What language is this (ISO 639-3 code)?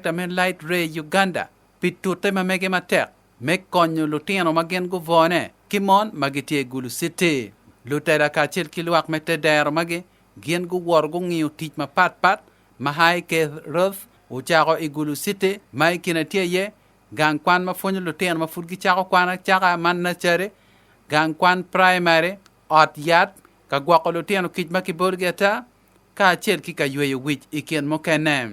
ach